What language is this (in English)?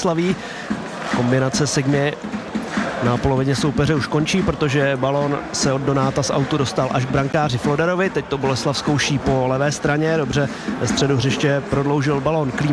Czech